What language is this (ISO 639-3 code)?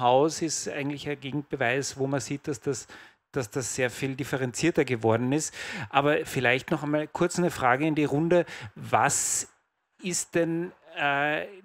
deu